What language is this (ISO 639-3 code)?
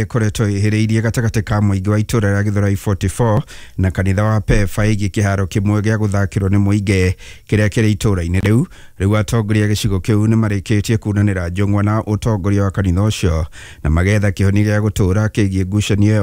kik